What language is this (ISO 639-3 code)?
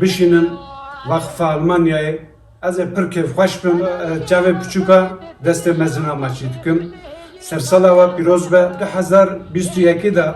kur